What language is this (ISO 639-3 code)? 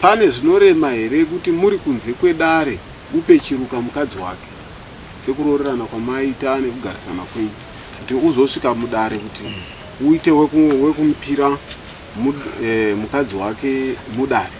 sna